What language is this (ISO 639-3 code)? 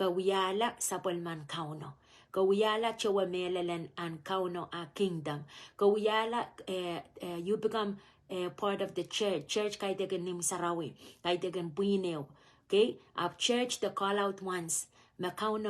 pon